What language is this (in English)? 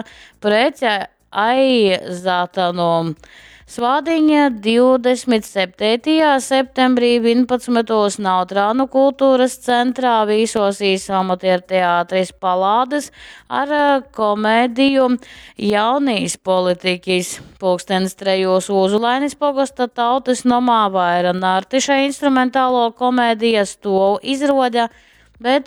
Latgalian